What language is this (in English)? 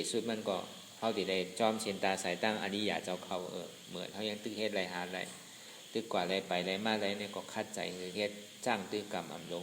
Shan